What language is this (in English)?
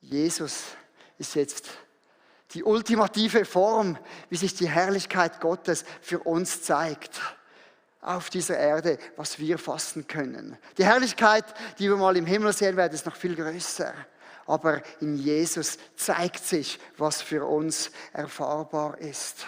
Swiss German